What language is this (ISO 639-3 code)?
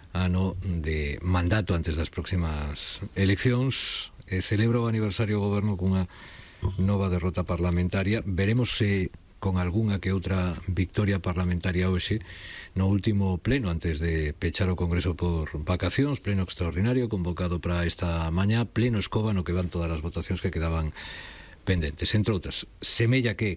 glg